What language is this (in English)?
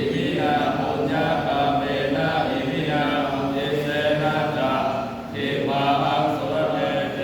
Pali